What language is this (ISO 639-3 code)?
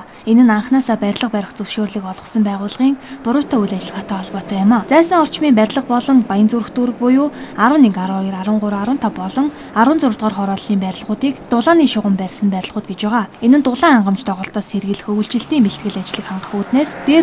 mon